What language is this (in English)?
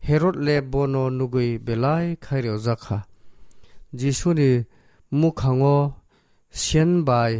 Kok Borok